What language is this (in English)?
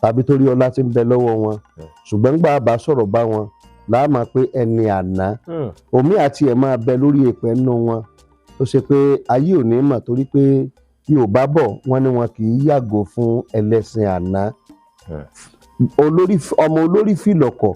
Yoruba